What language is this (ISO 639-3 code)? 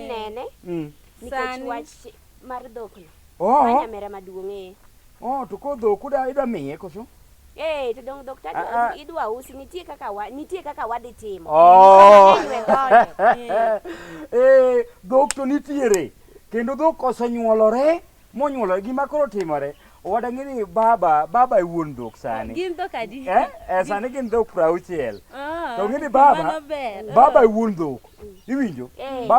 luo